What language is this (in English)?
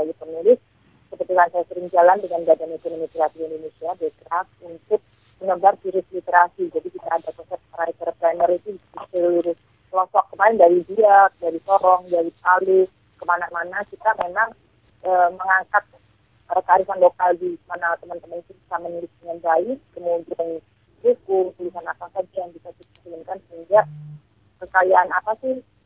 Indonesian